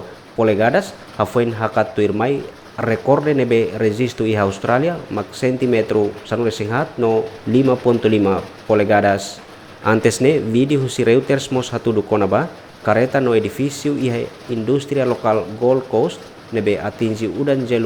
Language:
Tetum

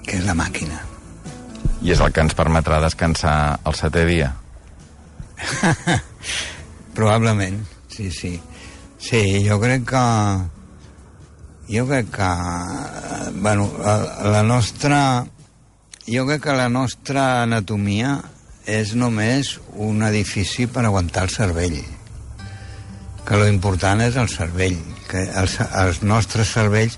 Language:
Catalan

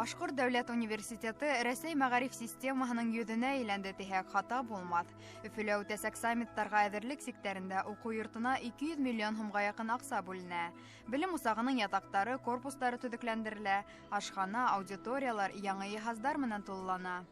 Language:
Bashkir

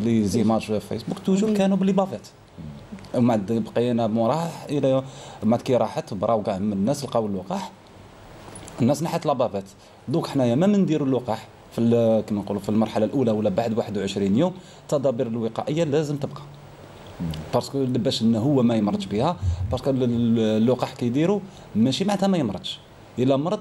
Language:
Algerian Arabic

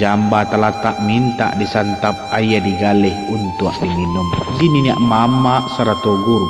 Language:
Minangkabau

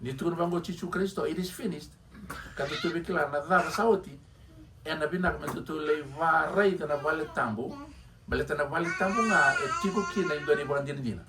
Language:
Fijian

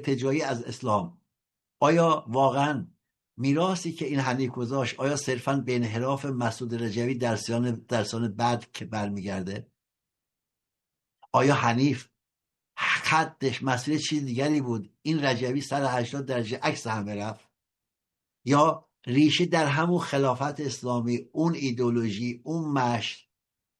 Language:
Persian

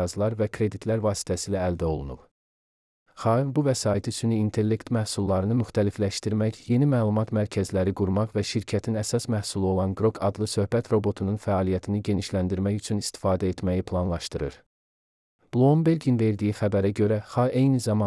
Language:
Azerbaijani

